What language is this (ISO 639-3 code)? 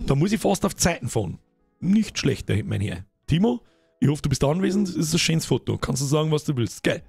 bar